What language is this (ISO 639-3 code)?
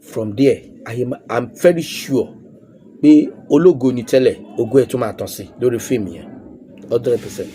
yor